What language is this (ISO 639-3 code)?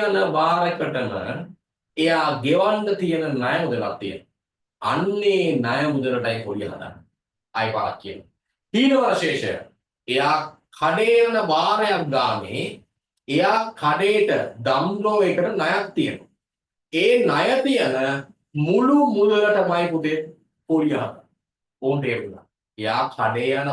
sin